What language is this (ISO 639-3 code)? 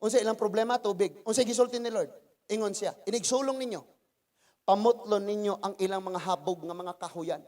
ceb